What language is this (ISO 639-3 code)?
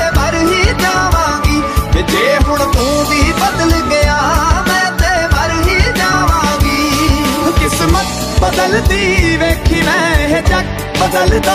pan